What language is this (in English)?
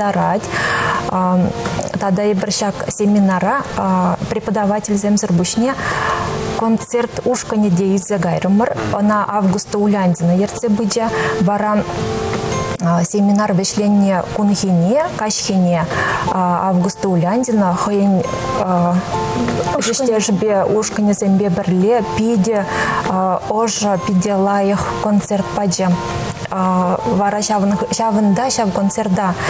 Chuvash